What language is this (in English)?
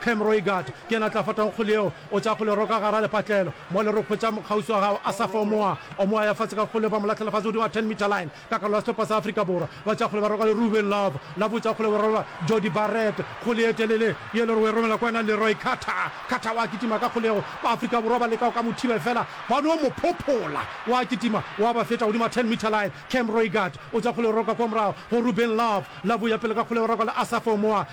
Northern Sotho